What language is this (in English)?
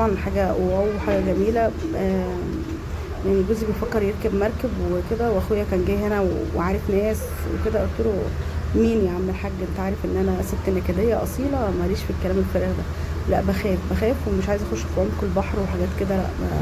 Egyptian Arabic